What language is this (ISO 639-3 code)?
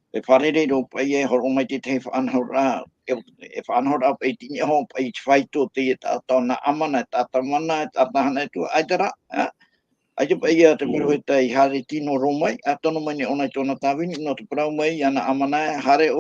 tah